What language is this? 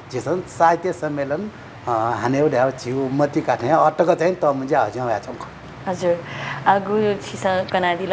Newari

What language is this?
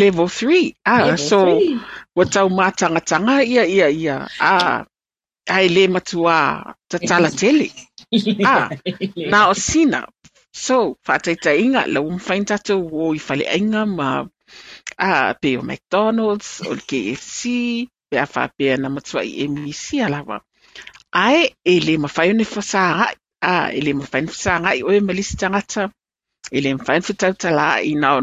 Samoan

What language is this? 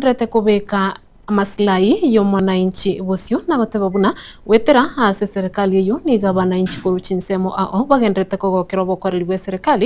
Gusii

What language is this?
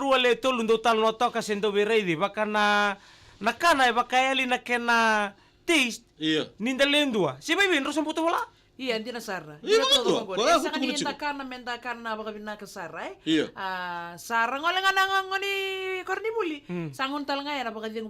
Fijian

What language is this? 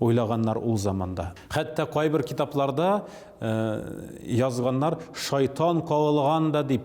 Tatar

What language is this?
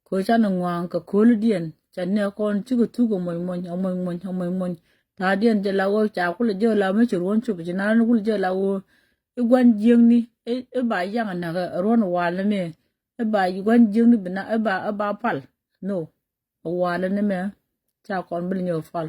Nuer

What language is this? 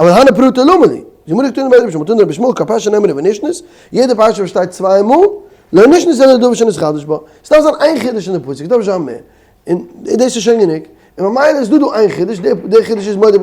Yiddish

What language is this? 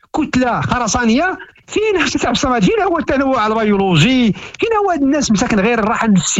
Moroccan Arabic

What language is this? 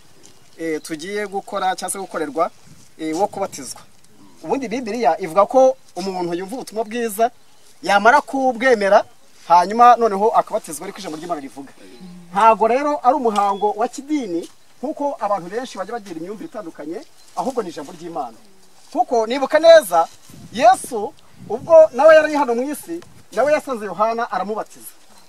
Kinyarwanda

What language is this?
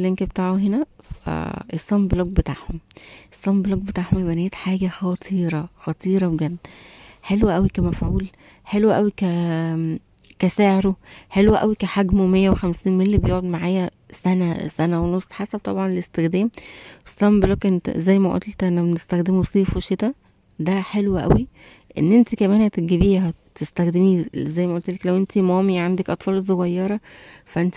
Egyptian Arabic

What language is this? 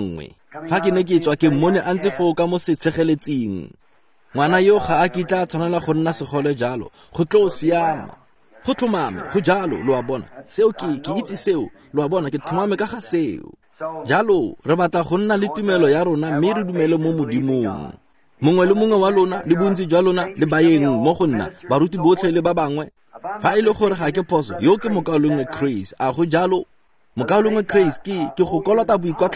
Tswana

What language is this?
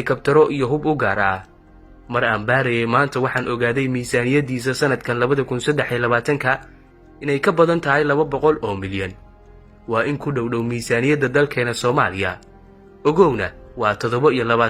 Somali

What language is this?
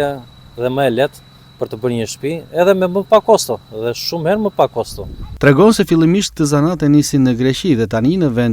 Albanian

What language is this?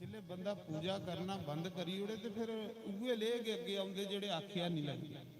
Dogri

